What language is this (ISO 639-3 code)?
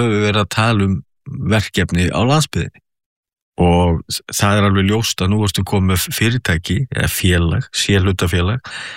isl